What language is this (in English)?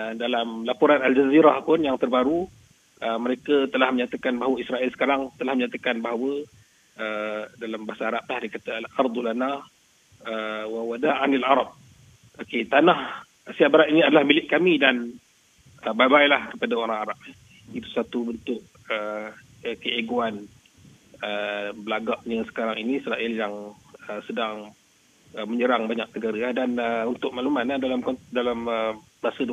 Malay